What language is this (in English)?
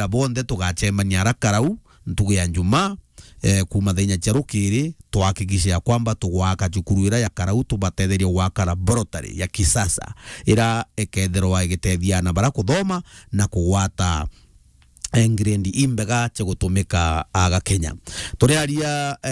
Meru